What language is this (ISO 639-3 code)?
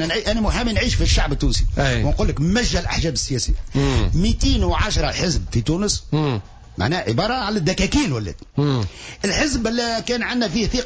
aeb